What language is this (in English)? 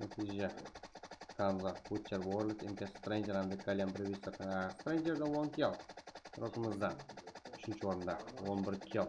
Kara-Kalpak